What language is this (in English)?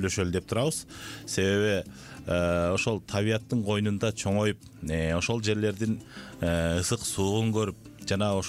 Kyrgyz